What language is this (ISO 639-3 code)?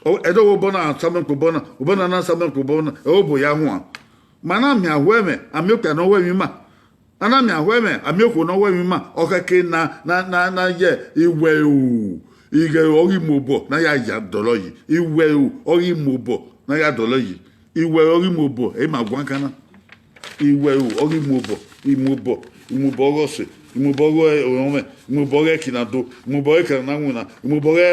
bin